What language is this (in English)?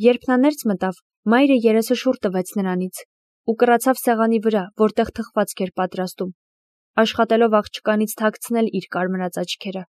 Armenian